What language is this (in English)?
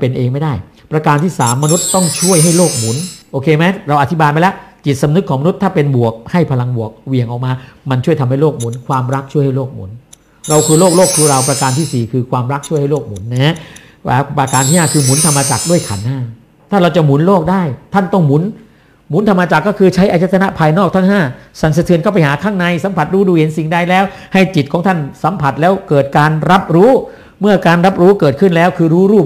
Thai